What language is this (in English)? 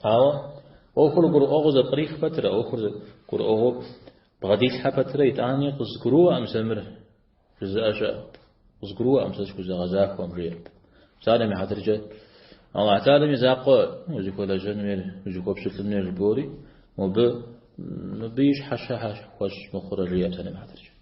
Kabardian